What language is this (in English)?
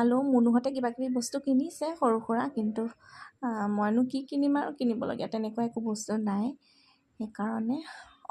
Assamese